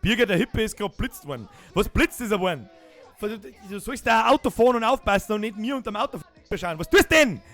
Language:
Bavarian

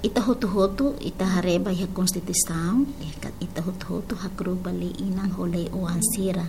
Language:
Tetum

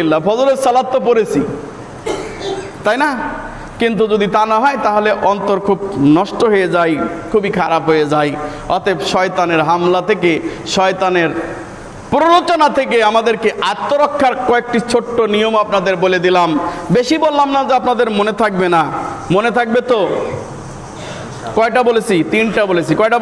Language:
Bangla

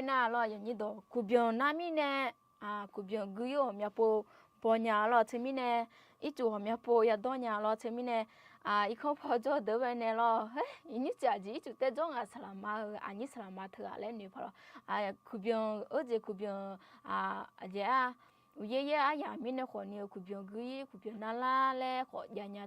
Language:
Akha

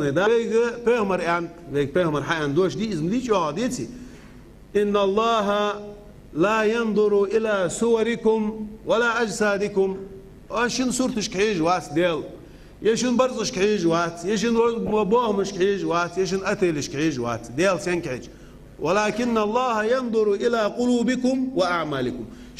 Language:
Ingush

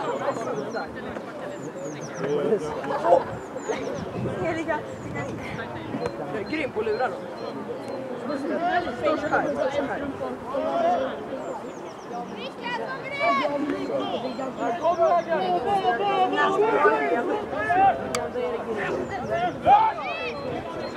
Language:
Swedish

